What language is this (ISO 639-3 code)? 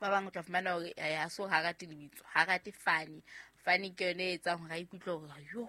sot